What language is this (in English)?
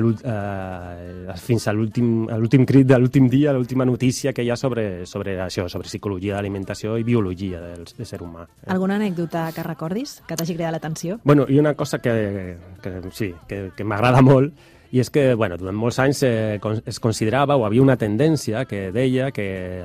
Catalan